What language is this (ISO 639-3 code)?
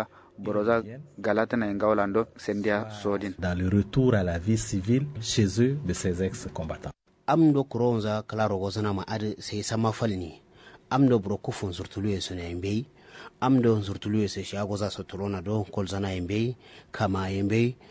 kau